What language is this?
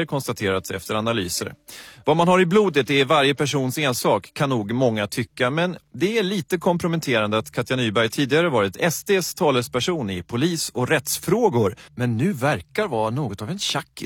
Swedish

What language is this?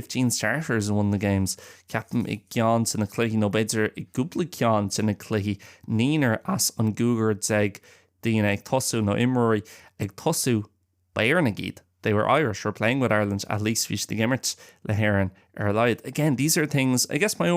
Irish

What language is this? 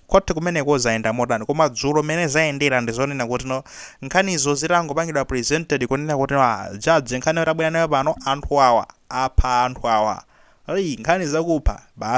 Nyanja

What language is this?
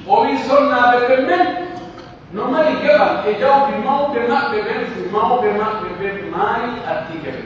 Pular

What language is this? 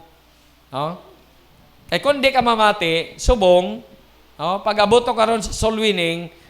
Hiligaynon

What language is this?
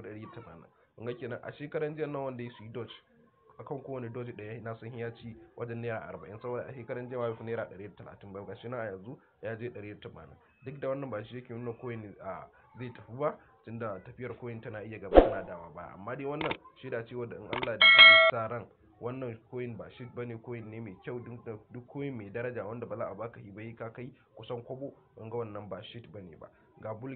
Hausa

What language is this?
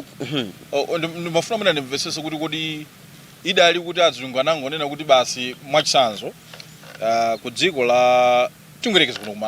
Nyanja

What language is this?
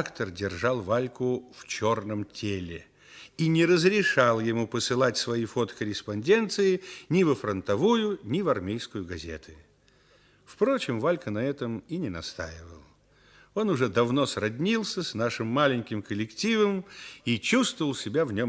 Russian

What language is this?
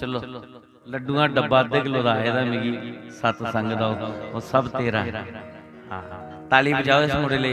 Dogri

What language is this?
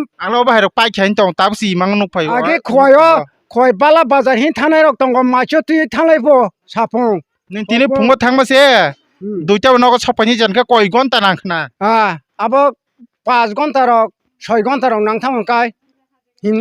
Kok Borok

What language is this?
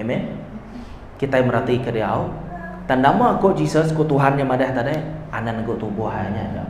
Iban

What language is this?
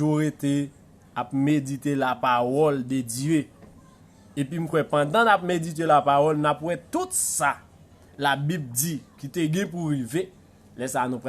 Haitian Creole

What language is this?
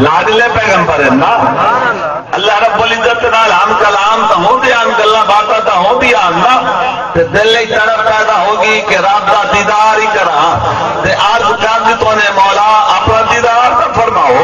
Saraiki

